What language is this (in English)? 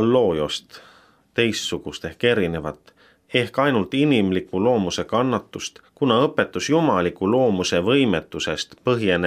Estonian